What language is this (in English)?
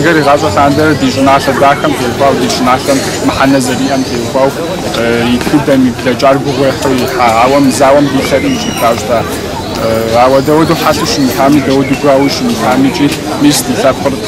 Kabardian